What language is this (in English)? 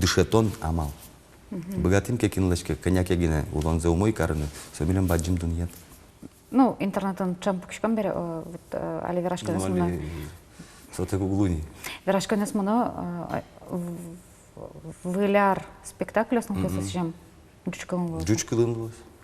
Udmurt